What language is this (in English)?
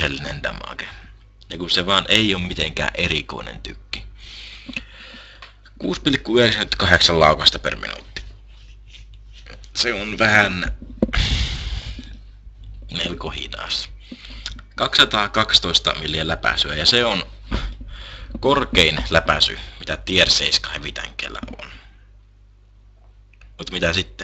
Finnish